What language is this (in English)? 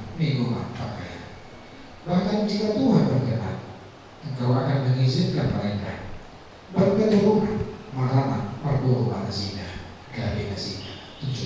Batak Toba